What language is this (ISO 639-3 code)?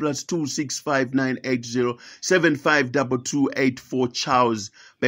nya